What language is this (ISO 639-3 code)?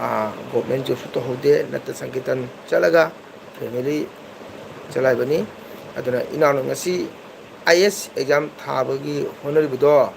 mni